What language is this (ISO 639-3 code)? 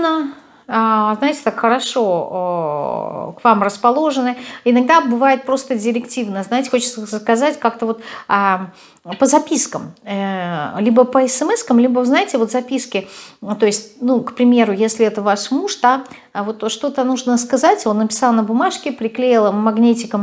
rus